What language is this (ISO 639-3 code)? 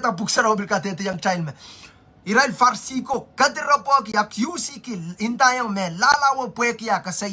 pon